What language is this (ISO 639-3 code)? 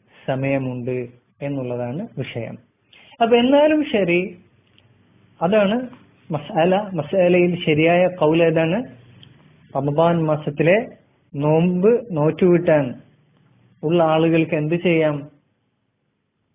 mal